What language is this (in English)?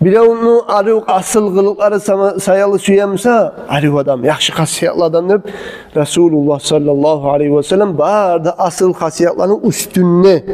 Kumyk